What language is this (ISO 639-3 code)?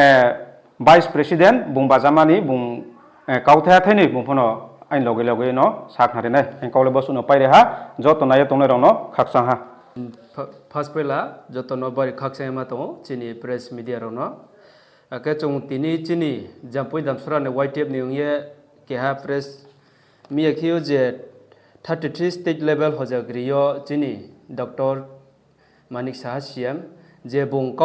ria